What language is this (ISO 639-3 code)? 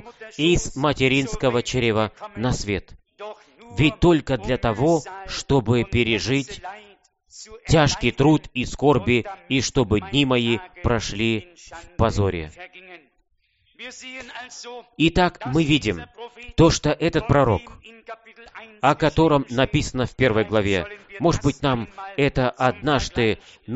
rus